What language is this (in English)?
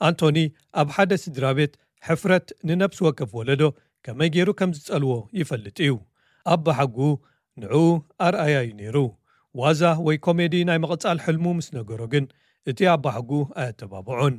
Tigrinya